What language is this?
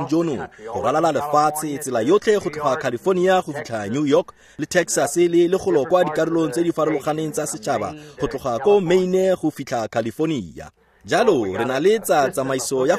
Tswana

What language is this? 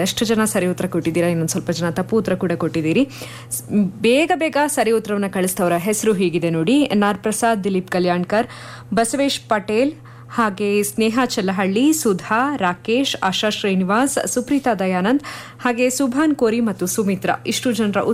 Kannada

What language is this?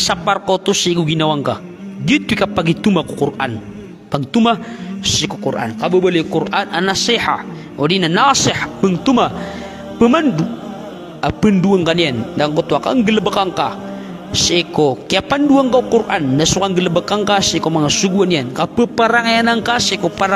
Maranao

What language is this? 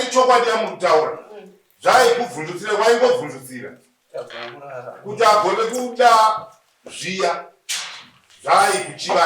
Shona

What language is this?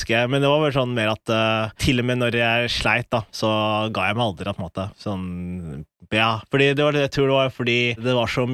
Norwegian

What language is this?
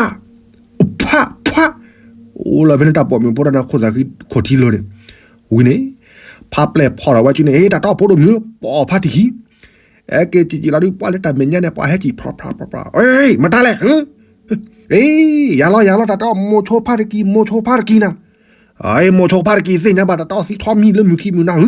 S'gaw Karen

